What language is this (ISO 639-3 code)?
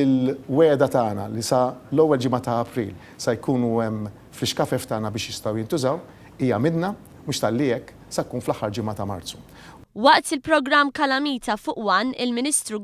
mlt